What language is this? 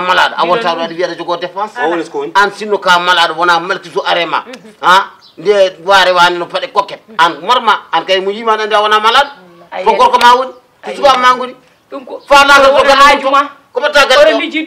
Fula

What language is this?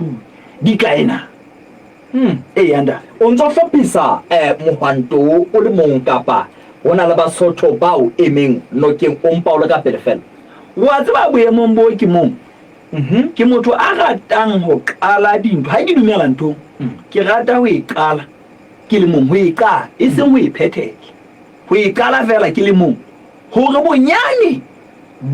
Southern Sotho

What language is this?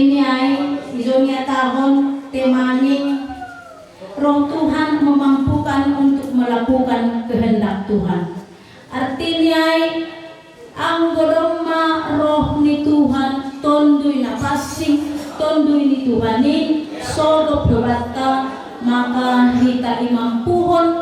Batak Simalungun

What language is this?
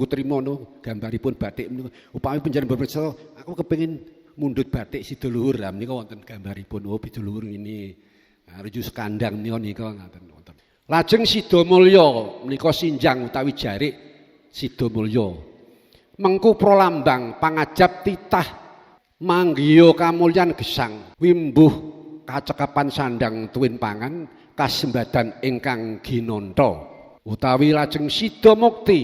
Javanese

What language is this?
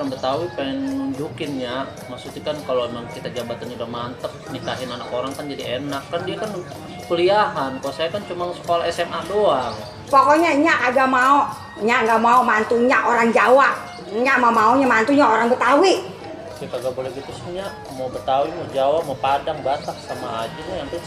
Betawi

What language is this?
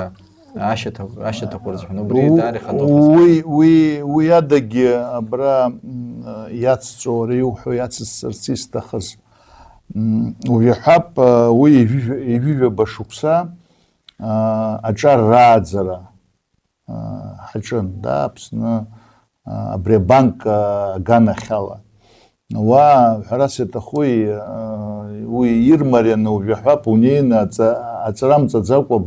Abkhazian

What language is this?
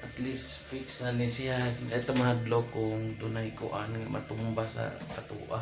Cebuano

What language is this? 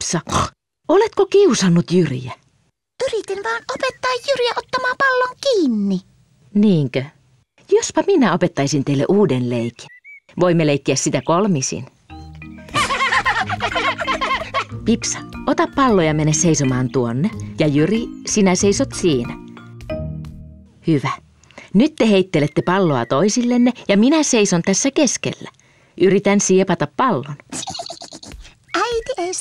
Finnish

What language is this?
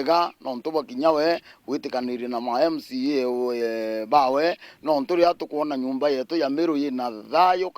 Meru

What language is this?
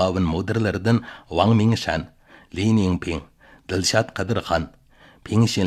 Uyghur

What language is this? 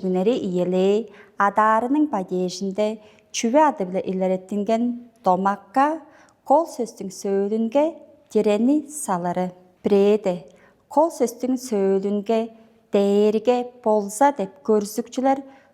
Tuvinian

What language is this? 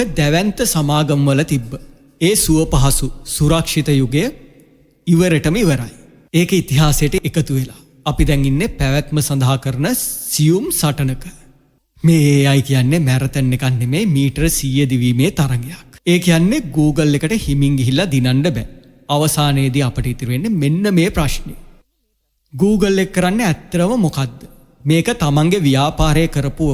Sinhala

